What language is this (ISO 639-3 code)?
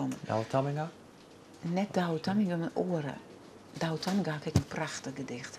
fry